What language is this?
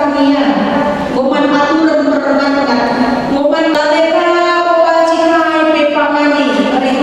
Batak Karo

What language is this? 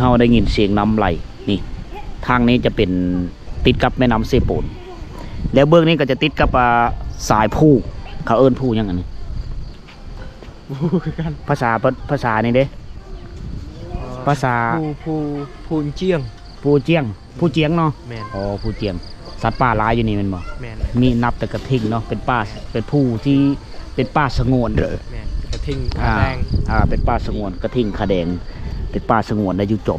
Lao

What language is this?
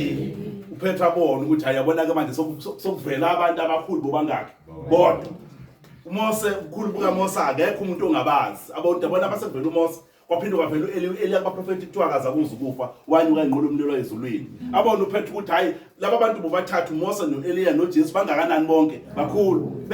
Zulu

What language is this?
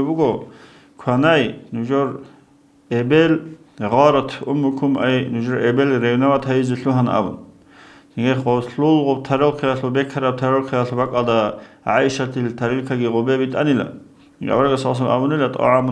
Avaric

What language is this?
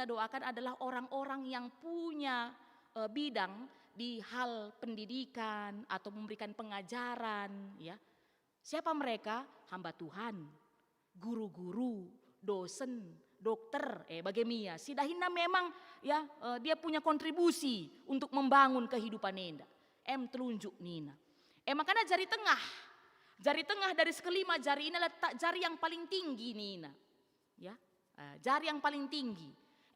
Batak Karo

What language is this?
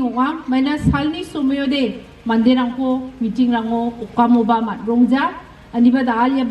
Garo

